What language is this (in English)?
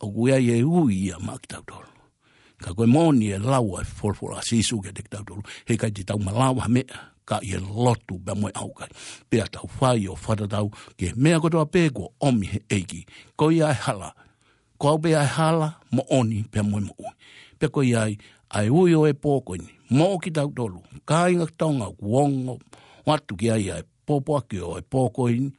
Tongan